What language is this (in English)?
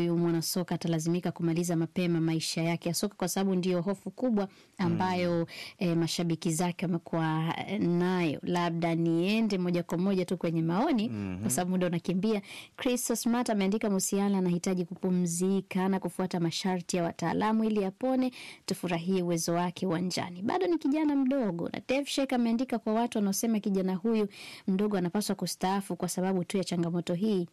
Swahili